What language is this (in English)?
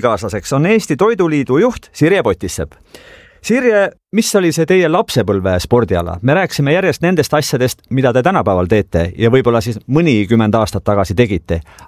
Estonian